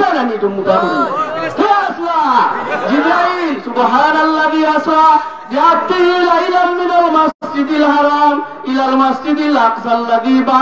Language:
Sylheti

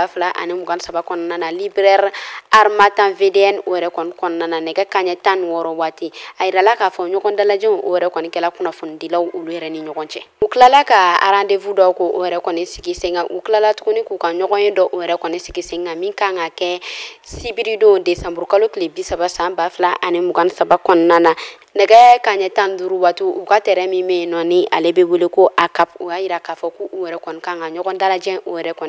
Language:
Bambara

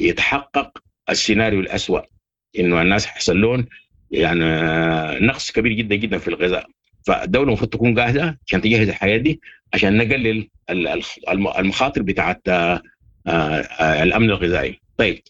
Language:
Sudanese Arabic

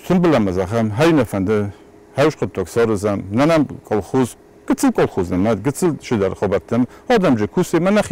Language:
Ossetic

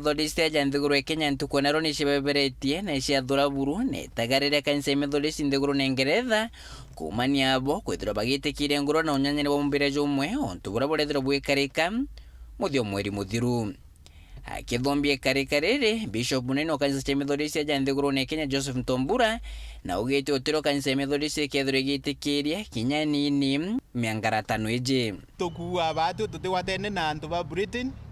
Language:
Meru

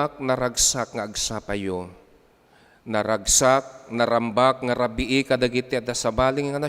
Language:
Iloko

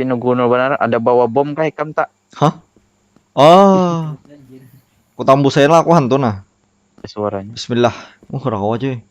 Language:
Banjar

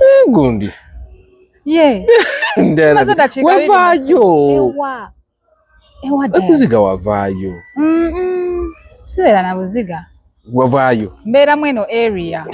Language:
Ganda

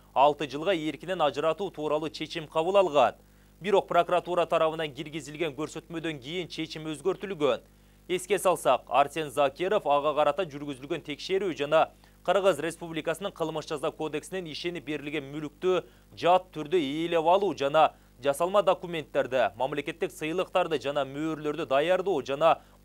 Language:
Kyrgyz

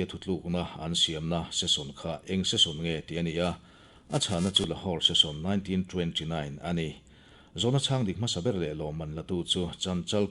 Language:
Mizo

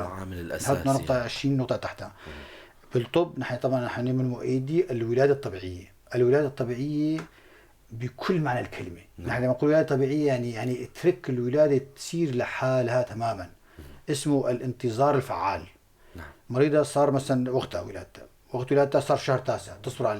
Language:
North Levantine Arabic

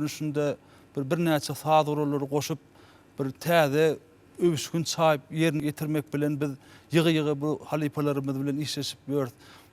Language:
Turkmen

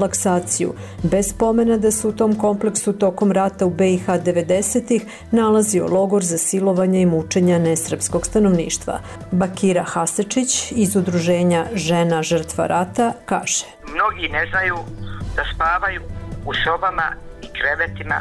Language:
Serbian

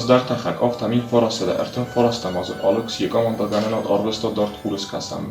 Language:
Ossetic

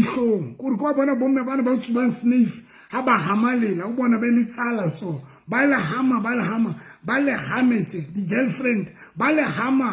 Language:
Southern Sotho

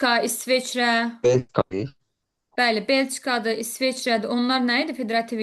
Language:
Azerbaijani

